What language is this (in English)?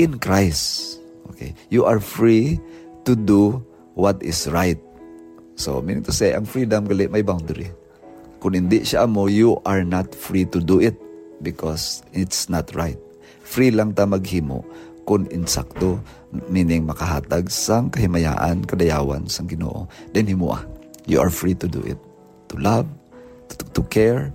Hiligaynon